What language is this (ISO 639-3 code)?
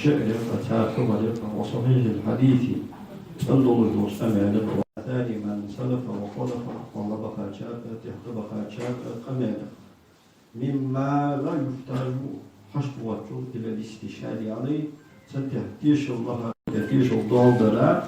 inh